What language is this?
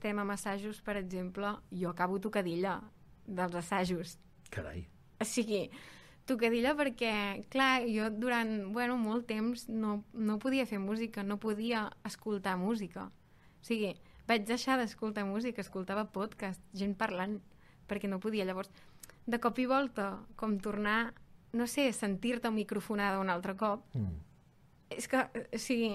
Catalan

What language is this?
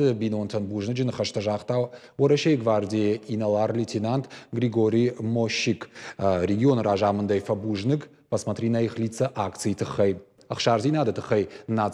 Ossetic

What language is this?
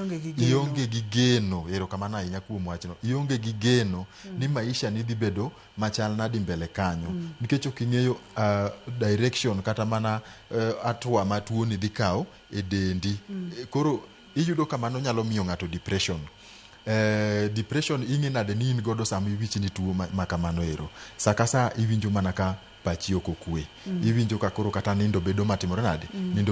Luo (Kenya and Tanzania)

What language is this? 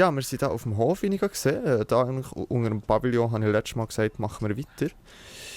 Swiss German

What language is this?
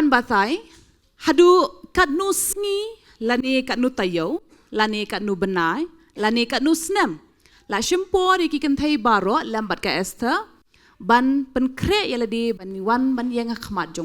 Khasi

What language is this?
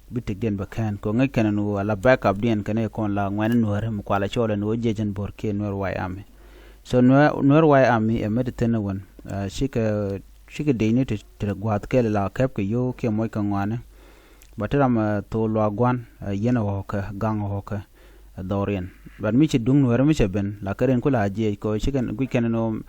Nuer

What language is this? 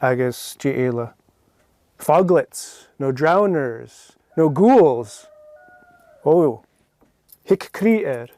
Scottish Gaelic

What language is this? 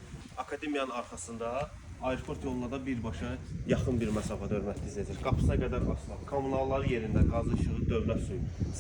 Azerbaijani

